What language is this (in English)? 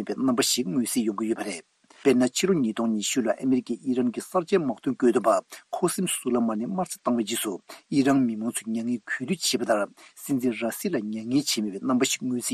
Tibetan